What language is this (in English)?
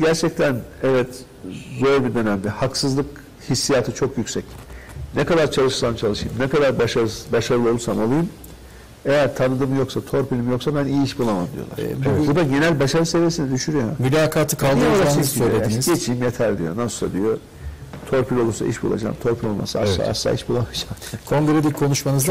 Turkish